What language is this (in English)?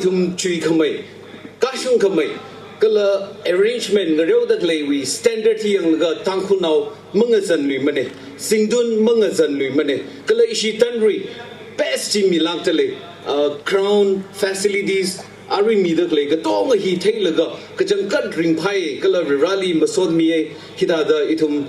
Tangkhul Naga (India)